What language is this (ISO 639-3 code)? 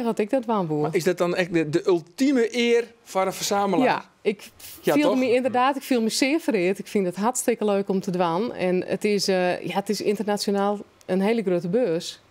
fry